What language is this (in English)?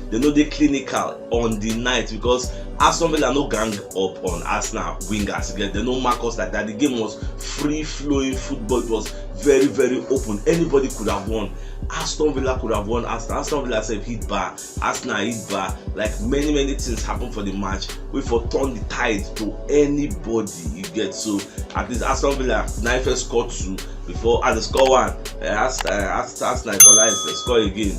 Nigerian Pidgin